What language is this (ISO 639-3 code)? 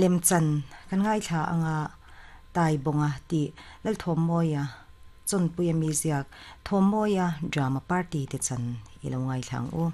lus